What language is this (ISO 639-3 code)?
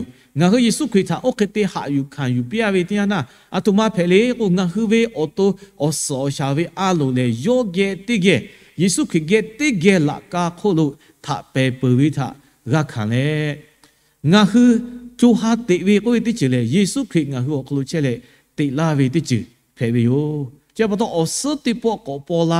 lhu